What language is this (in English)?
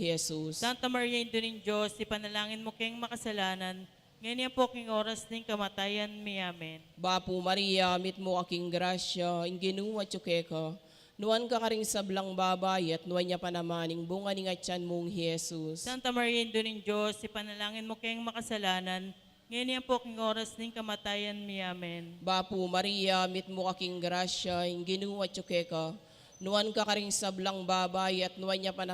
Pampanga